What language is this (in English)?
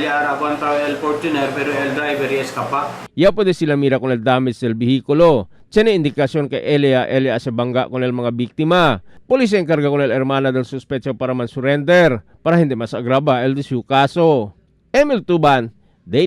Chavacano